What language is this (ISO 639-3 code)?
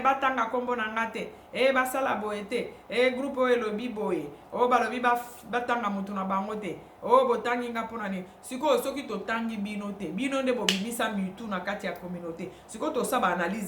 lin